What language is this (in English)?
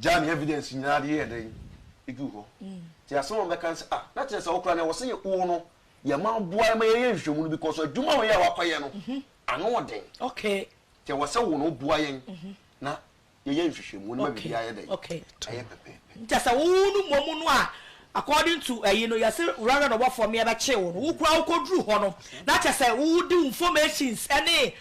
Akan